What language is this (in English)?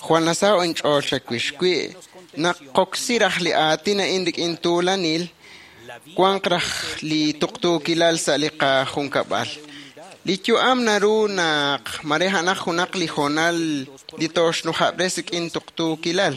Kekchí